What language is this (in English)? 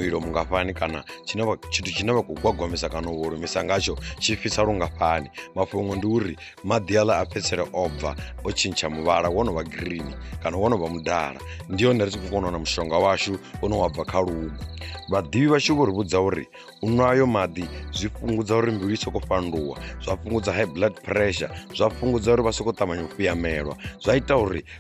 Venda